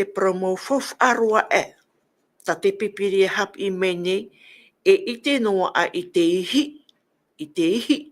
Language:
Tahitian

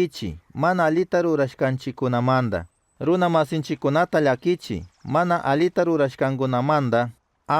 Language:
Chimborazo Highland Quichua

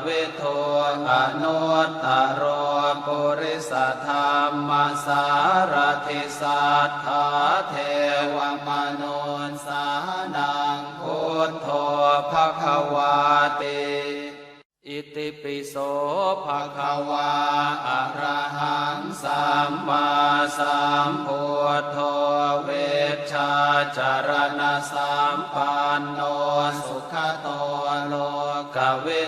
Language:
Pali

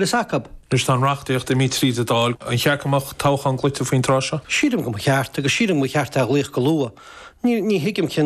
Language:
Irish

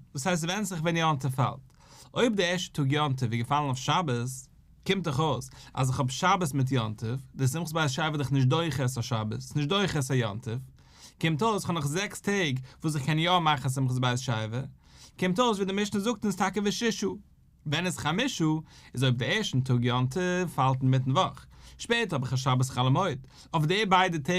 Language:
Yiddish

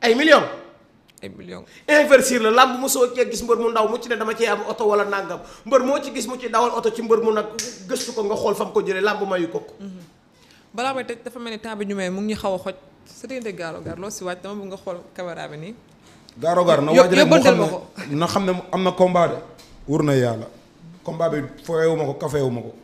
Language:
Wolof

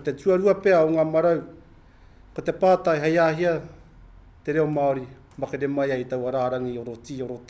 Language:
Māori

